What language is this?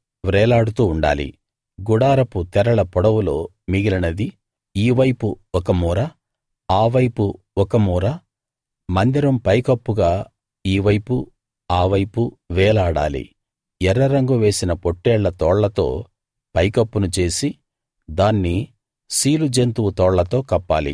Telugu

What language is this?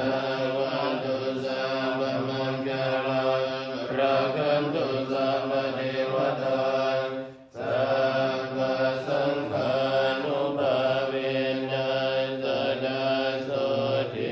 Pali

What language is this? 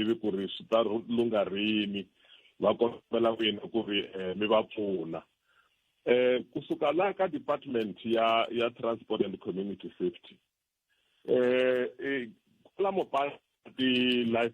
Tsonga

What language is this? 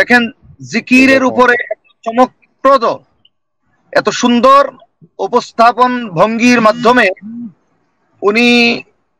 Bangla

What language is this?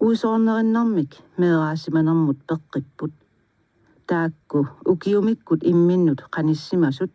Kalaallisut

